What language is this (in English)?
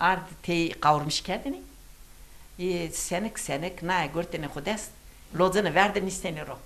Zaza